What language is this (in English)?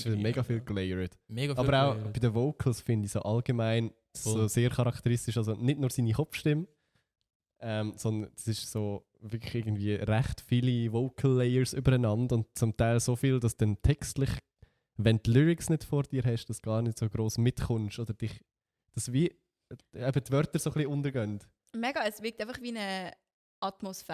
Swiss German